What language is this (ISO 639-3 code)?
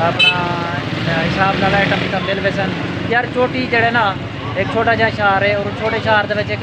skr